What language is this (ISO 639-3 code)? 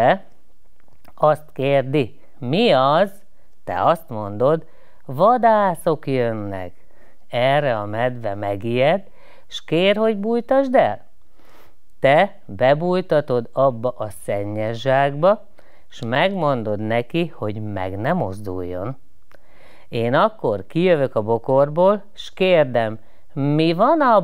hun